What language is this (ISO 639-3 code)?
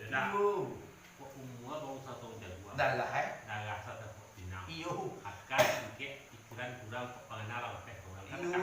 min